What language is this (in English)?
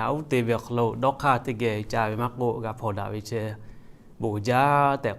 Lahu